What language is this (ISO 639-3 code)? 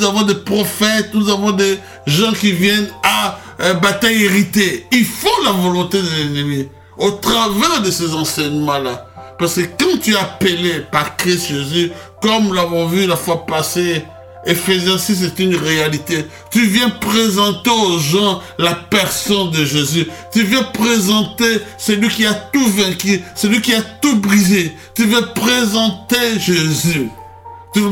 fra